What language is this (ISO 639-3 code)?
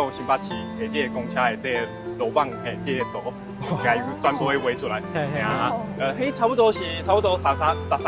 nan